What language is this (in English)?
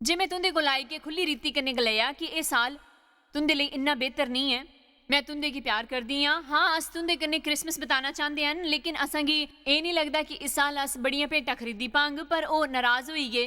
Dogri